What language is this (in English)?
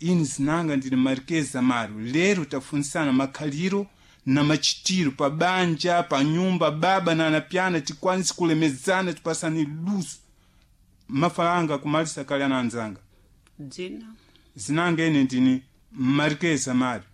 Sena